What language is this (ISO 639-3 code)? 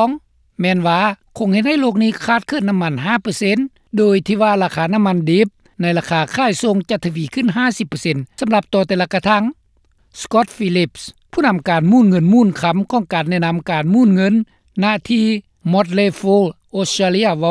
lao